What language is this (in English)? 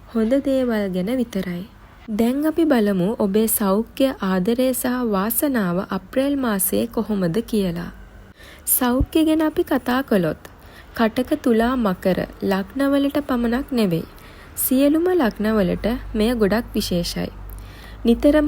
Sinhala